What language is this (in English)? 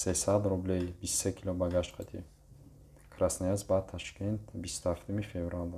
Tajik